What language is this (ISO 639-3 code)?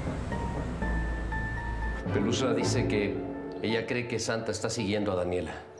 spa